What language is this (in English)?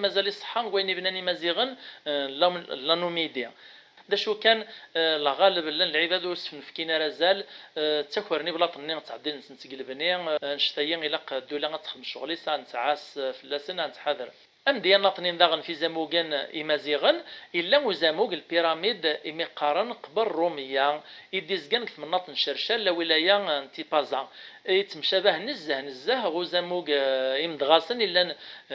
Kabyle